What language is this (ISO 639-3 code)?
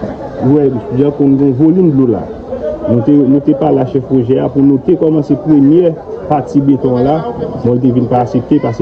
hat